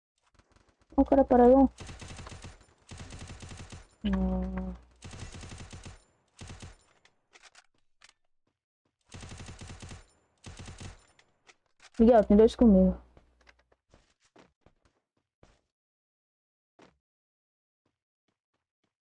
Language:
Portuguese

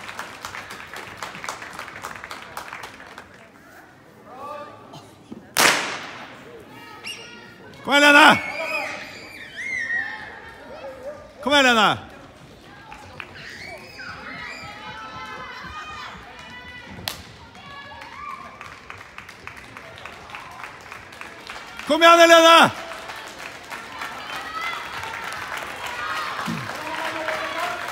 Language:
Norwegian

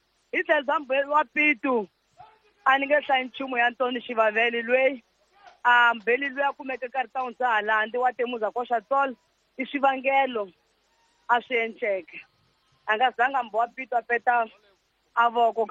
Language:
Tsonga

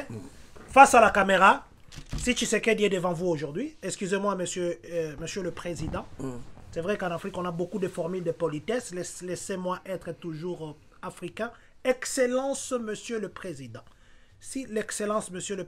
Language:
French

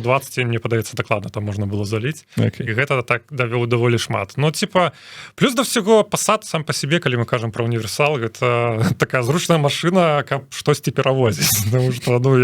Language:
Belarusian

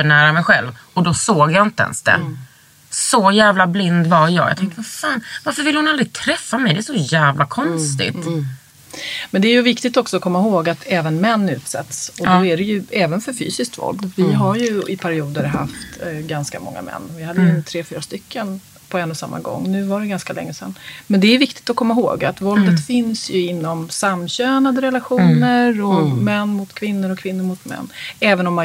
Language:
Swedish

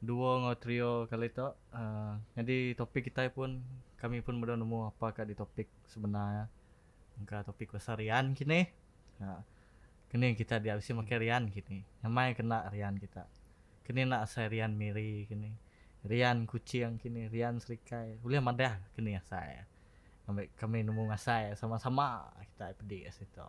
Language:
Iban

